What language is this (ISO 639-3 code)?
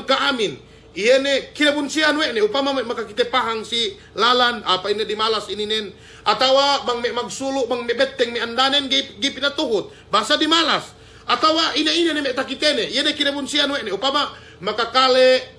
yka